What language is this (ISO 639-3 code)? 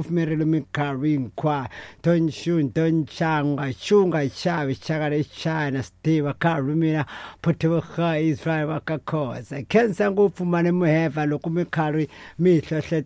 tso